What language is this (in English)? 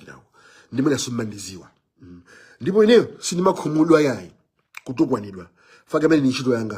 Nyanja